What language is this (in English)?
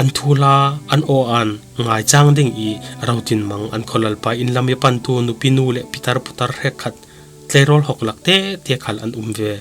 Falam Chin